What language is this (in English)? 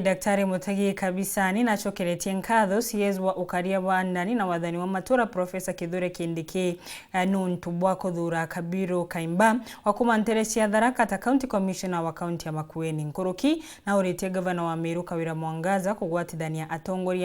Meru